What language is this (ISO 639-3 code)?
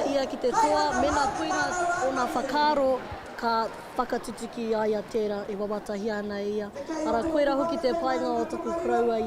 mri